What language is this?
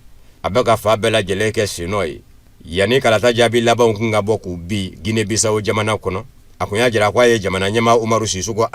Bambara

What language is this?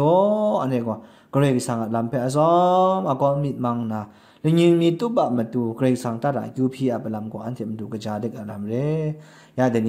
Kachin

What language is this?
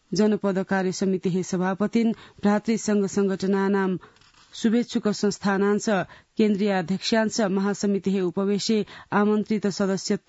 Sanskrit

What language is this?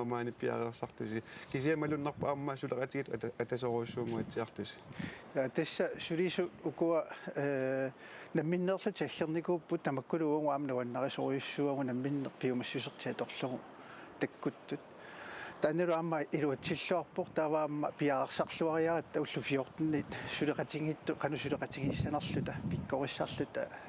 Kalaallisut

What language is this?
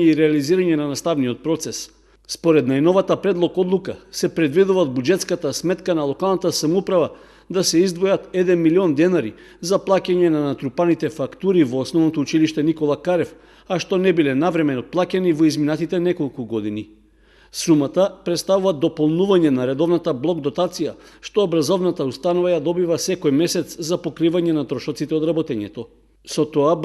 Macedonian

